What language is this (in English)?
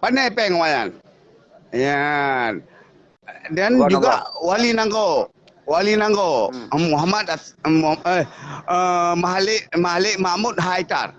Achinese